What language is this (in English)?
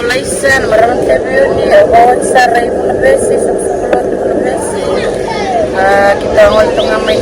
Fijian